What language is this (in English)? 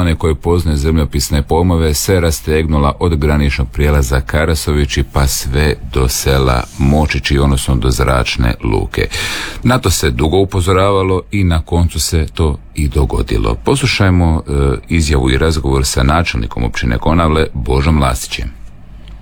Croatian